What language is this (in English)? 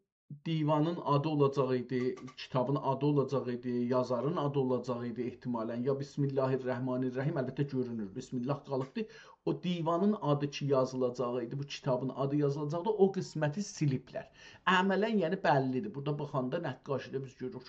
South Azerbaijani